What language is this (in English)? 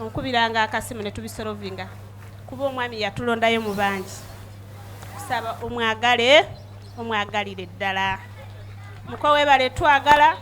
Ganda